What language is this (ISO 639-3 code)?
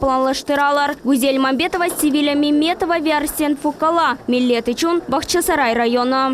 crh